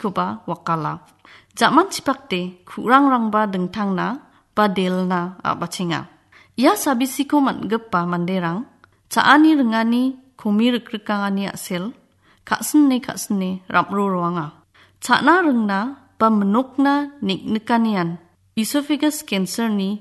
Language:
Garo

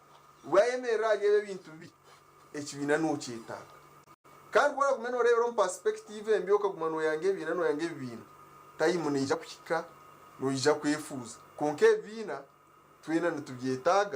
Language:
Nyankole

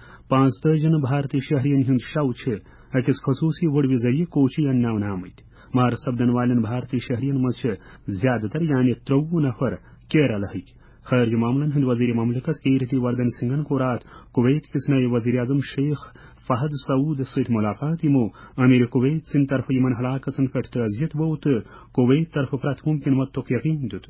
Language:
Kashmiri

